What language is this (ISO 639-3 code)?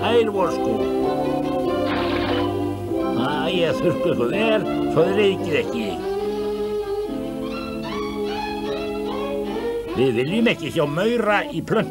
isl